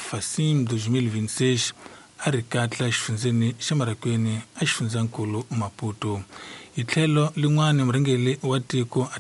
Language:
Tsonga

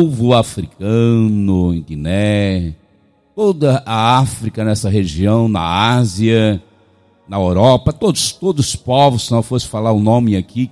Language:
Portuguese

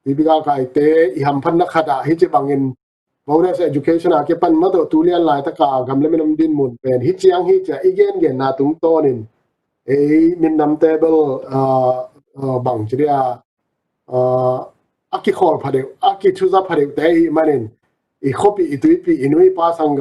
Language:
Tedim Chin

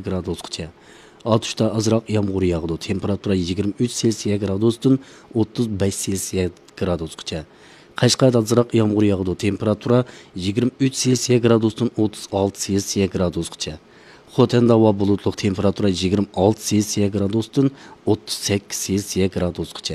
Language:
Uyghur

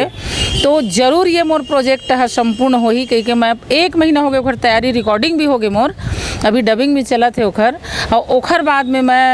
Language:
Chhattisgarhi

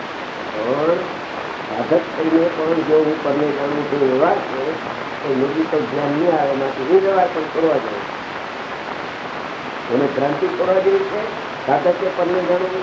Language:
Gujarati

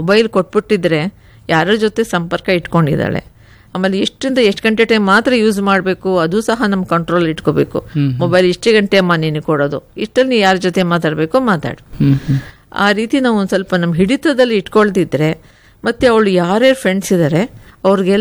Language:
Kannada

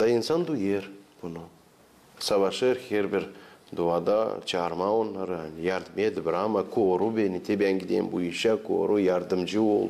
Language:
Gagauz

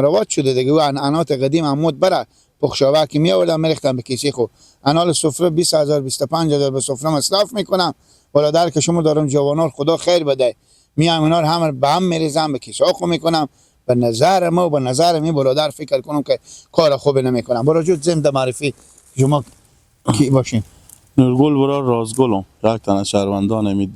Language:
Persian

